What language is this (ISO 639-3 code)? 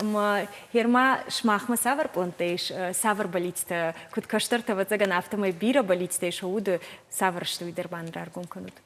oss